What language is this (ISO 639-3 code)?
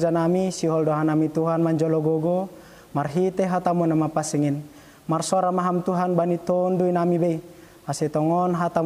bts